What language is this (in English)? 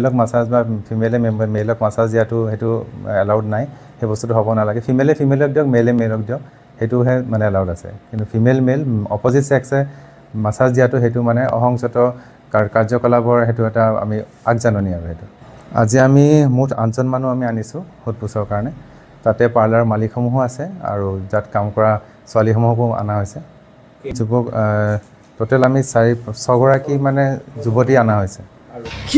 Assamese